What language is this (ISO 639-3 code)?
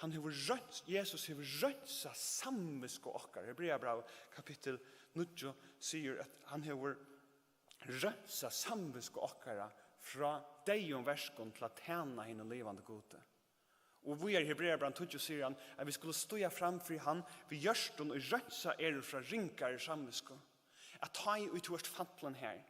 fao